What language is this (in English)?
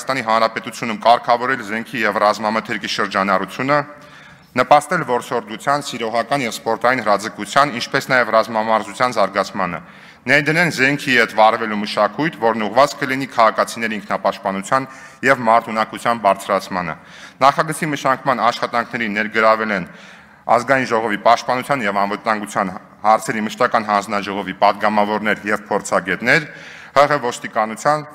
Armenian